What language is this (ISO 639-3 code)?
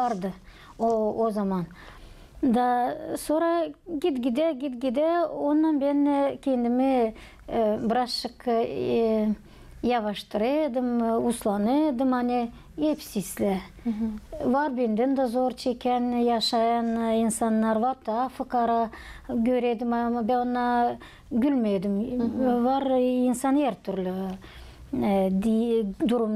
gag